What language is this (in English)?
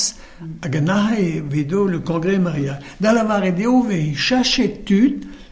Breton